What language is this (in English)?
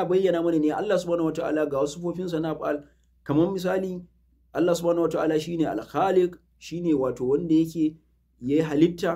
Hausa